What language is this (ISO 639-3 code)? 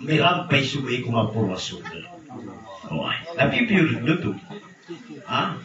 mrw